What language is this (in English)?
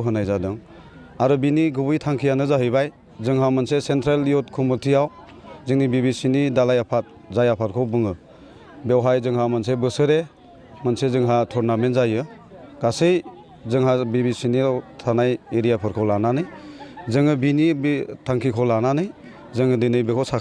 Bodo